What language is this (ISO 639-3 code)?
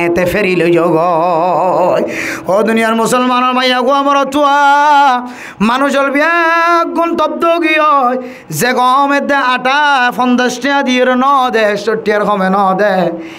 rhg